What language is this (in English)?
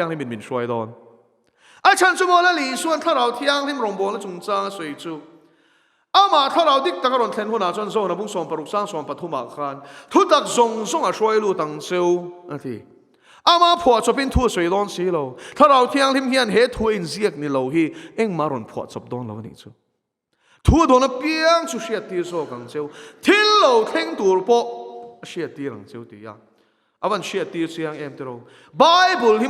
Mizo